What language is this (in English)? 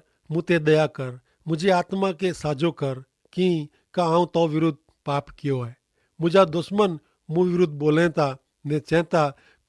Kachhi